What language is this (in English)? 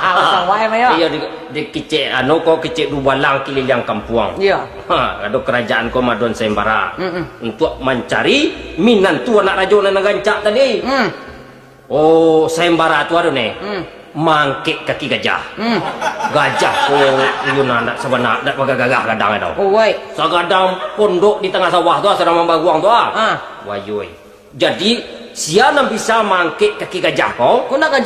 Minangkabau